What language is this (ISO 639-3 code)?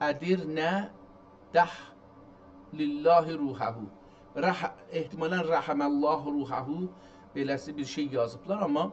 azb